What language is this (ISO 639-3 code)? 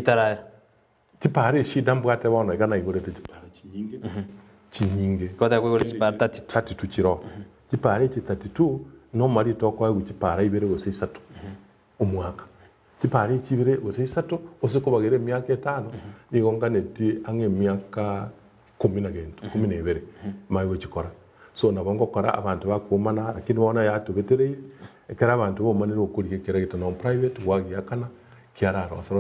guz